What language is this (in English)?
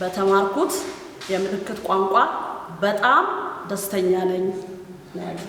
Amharic